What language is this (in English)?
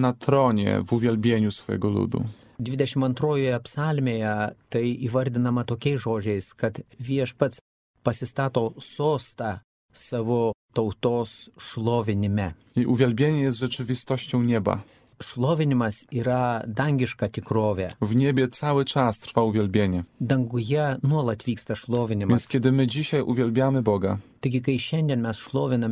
Lithuanian